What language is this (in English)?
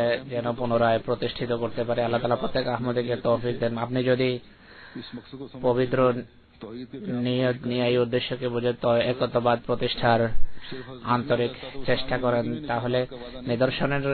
Bangla